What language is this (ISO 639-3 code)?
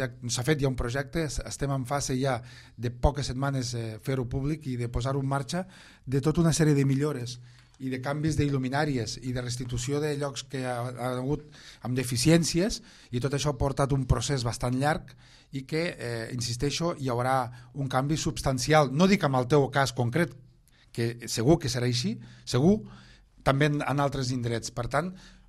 cat